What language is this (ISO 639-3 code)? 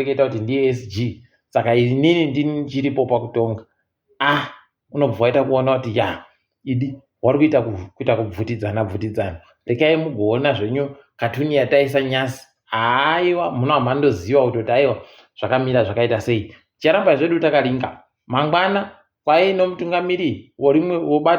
ndc